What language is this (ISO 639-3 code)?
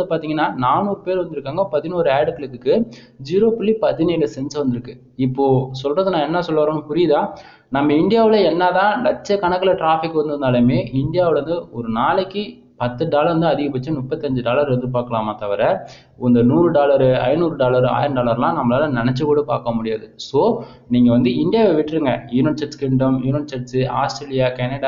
tam